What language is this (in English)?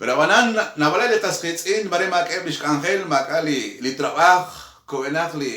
Kekchí